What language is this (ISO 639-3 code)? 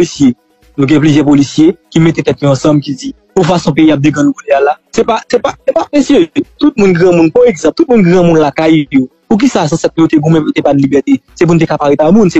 hat